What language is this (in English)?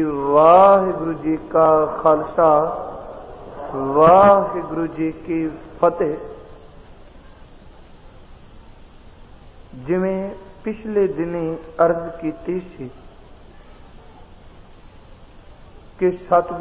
Punjabi